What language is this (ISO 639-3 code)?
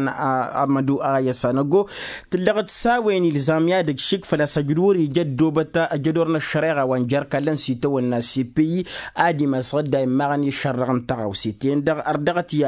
taq